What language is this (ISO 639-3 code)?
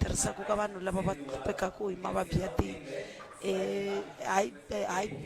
tso